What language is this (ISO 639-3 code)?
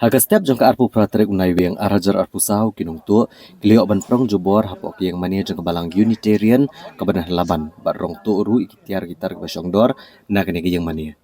kha